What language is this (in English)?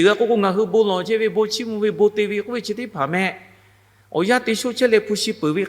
Lahu